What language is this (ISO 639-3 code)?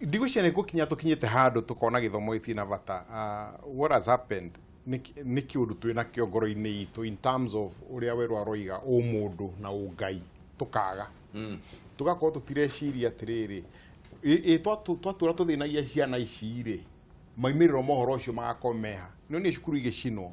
kik